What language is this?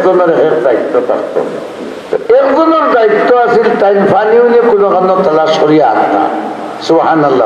Sylheti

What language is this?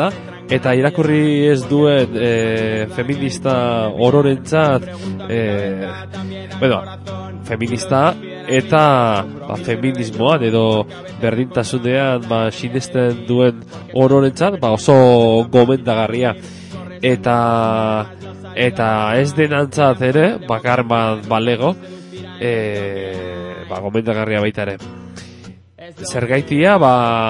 Basque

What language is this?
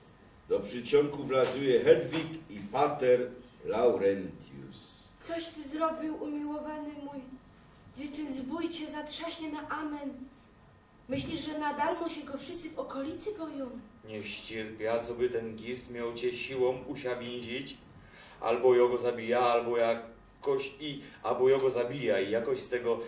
Silesian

